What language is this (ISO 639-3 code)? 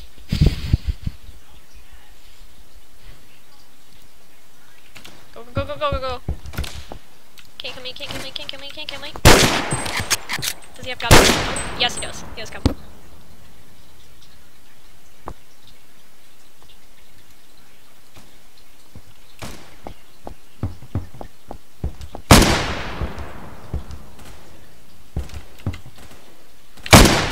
eng